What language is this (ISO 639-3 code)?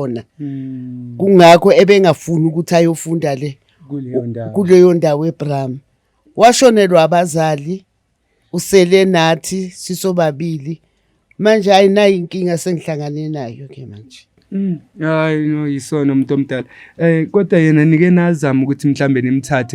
zul